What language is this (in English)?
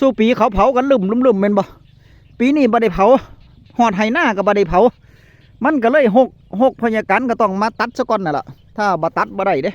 Northeastern Thai